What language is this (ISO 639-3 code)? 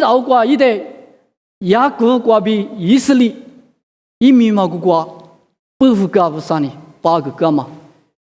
lis